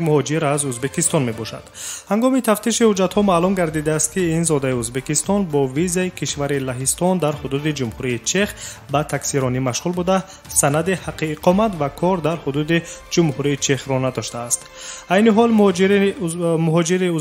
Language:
Tajik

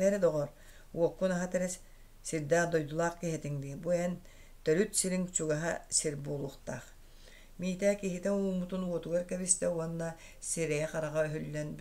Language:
Yakut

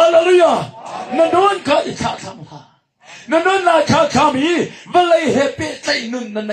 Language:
Hakha Chin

